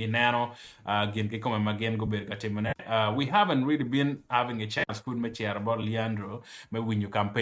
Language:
Acoli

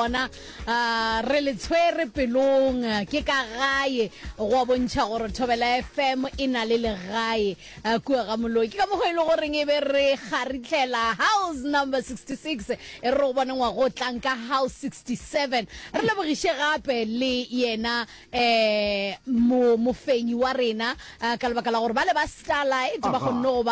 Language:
Northern Sotho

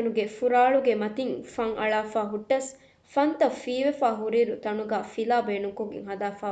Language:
Divehi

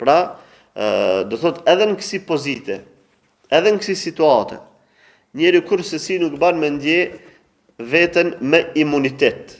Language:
Albanian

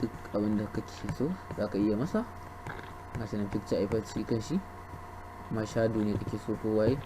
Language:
Hausa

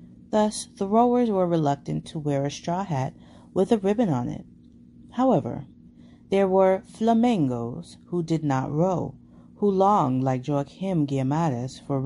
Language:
English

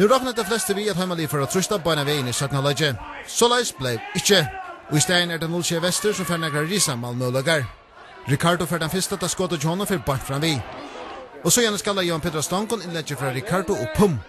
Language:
Faroese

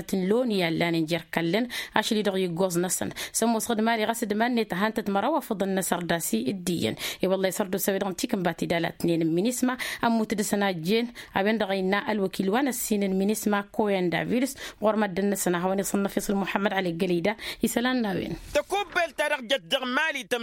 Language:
Tamasheq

